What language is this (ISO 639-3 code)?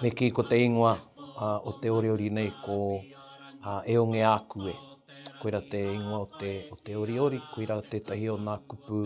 mri